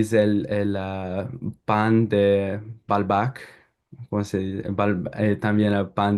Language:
Ladino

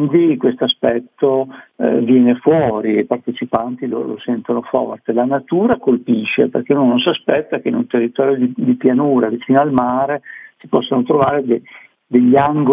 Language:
Italian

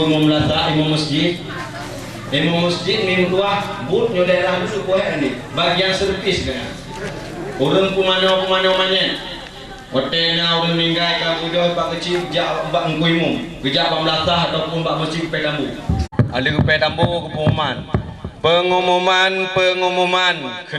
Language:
Achinese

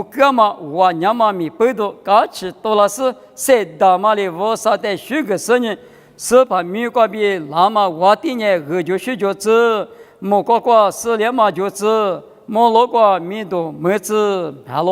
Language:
Lisu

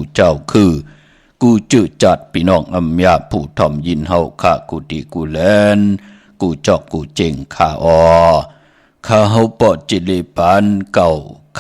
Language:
Shan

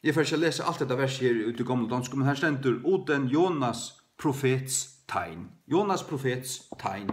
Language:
Faroese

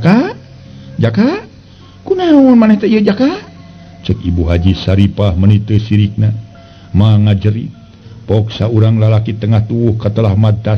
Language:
Sundanese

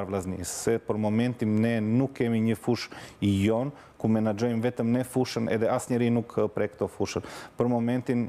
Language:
Albanian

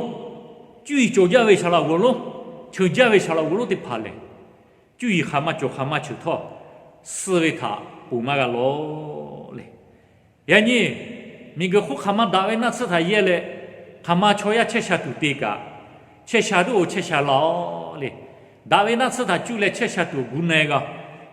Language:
Lahu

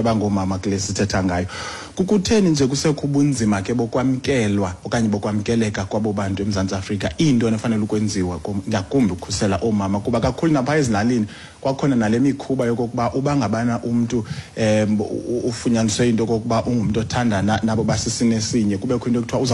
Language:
Xhosa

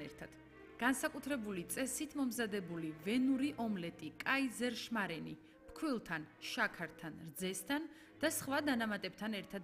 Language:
Georgian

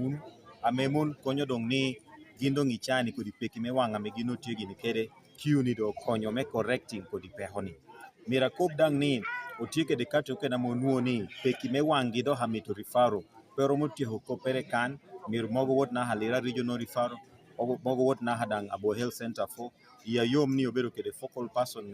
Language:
Lango (Uganda)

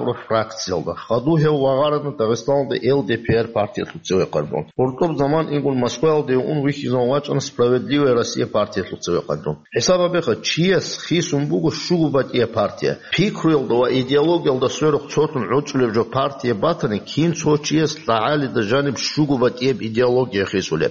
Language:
Avaric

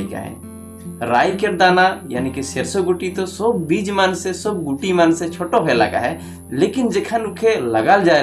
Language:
Sadri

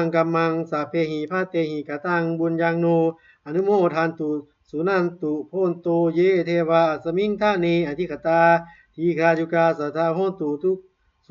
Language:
Pali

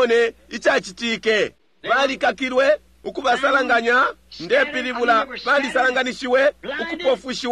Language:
Bemba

